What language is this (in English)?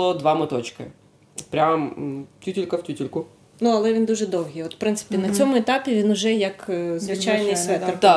Ukrainian